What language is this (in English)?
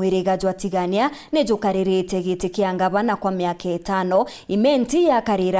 Meru